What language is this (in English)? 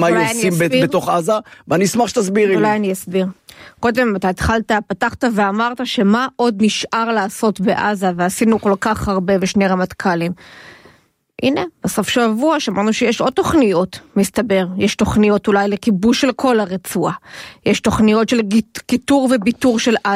Hebrew